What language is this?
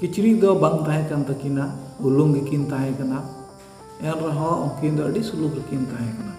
Santali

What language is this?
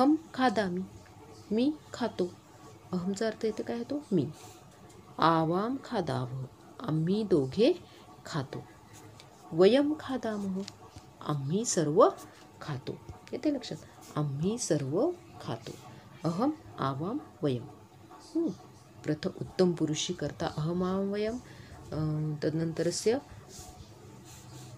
Marathi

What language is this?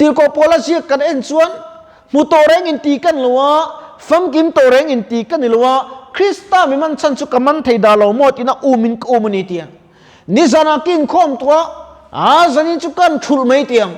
Mizo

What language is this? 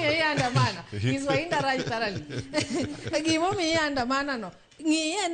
Luo (Kenya and Tanzania)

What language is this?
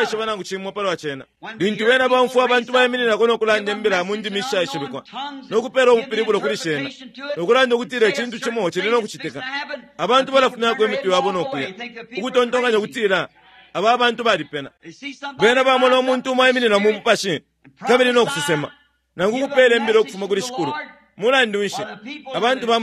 Bemba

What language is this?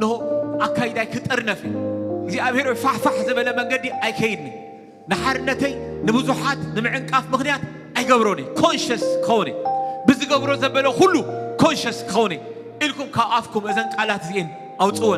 Tigrinya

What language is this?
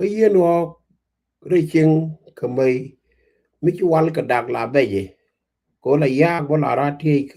Nuer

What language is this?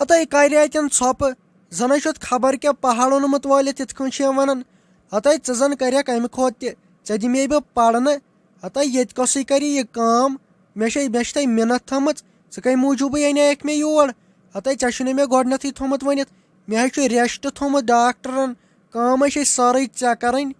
Kashmiri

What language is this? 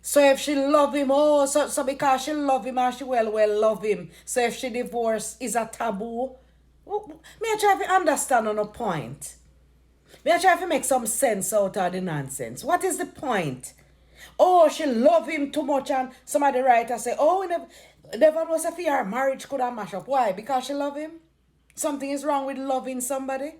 Jamaican Creole English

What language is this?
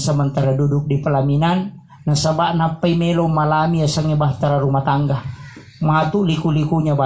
Buginese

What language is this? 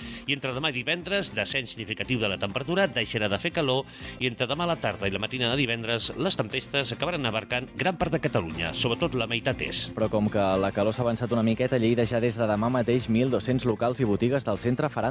Catalan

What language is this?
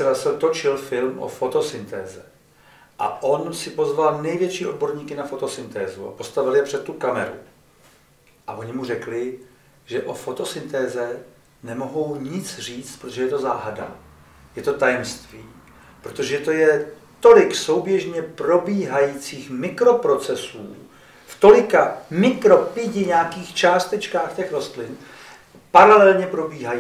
Czech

